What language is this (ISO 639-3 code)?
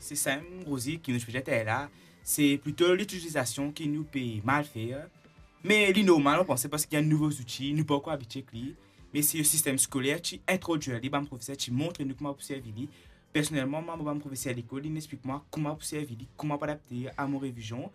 mfe